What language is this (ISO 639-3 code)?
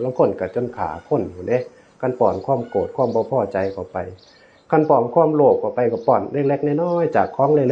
tts